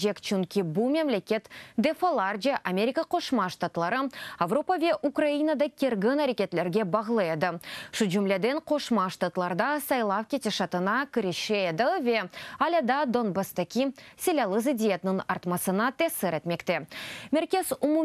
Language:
Crimean Tatar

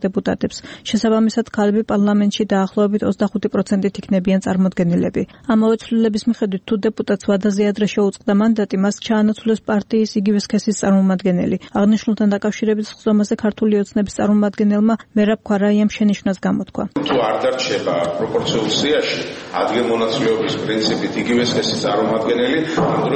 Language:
Georgian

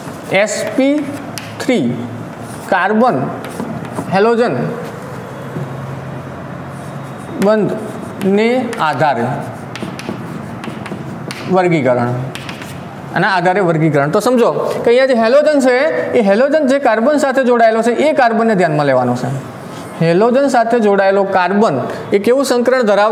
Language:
Gujarati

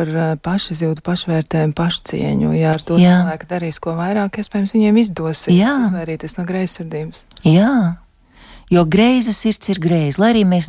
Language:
Latvian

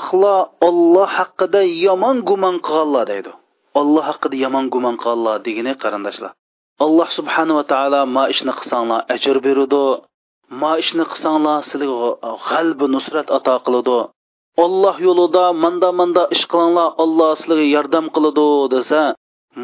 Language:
Uyghur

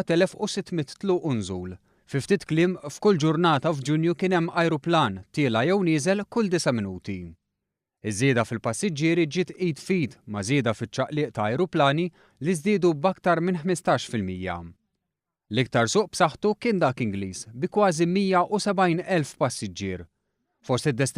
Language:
Maltese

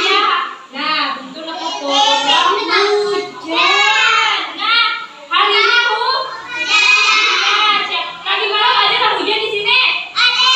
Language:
Banjar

